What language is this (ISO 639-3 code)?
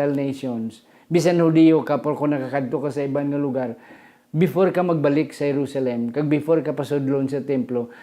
hil